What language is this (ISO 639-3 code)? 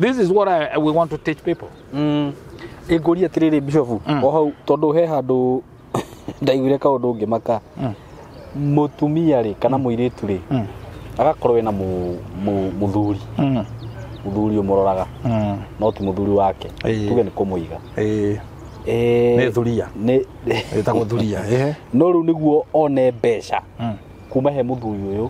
kik